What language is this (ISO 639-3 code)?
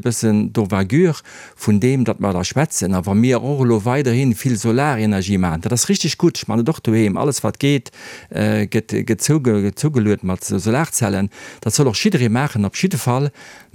ltz